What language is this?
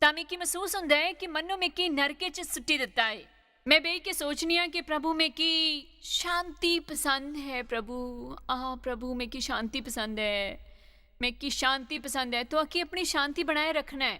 Dogri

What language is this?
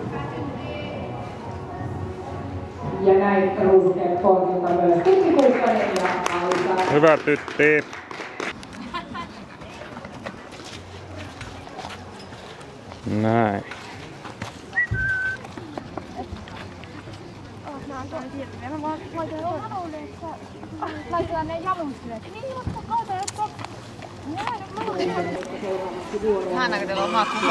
Finnish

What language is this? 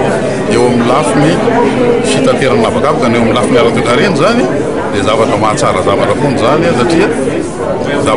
Malagasy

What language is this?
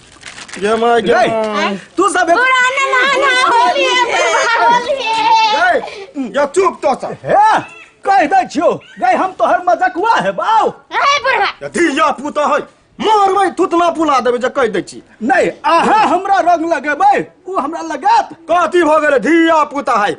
Maithili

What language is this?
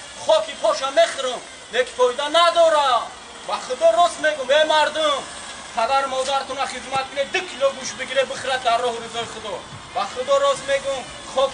Tajik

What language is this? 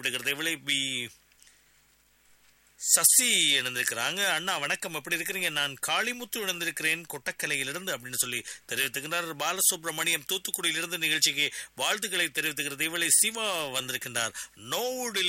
Tamil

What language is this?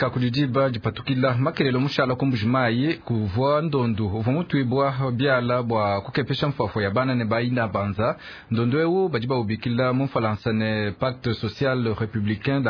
Luba-Lulua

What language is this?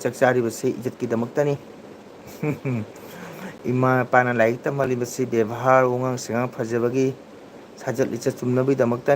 Manipuri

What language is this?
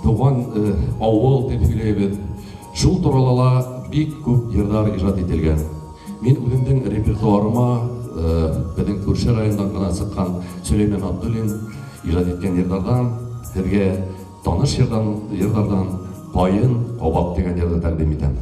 Bashkir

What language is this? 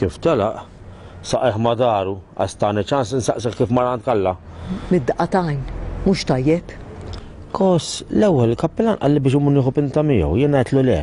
Maltese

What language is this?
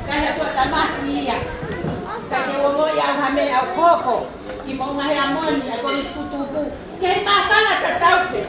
Tongan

